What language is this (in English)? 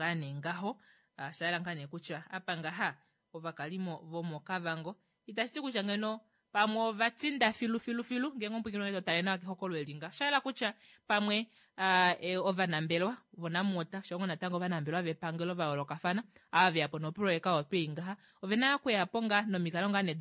Kuanyama